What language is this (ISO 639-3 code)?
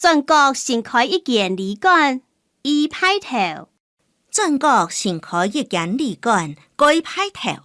hak